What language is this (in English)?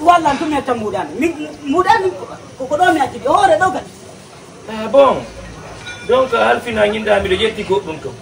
Fula